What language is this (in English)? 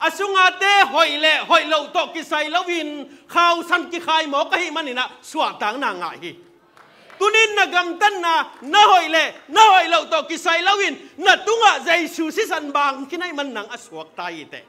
Tedim Chin